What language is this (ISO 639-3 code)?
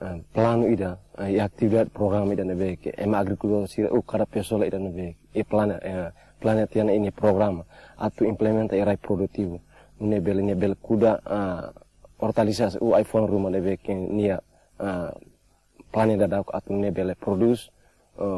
tet